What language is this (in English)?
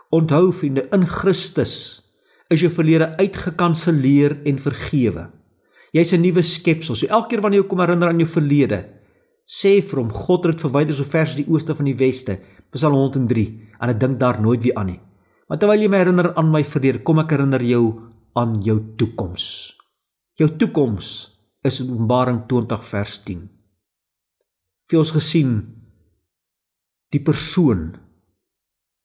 Afrikaans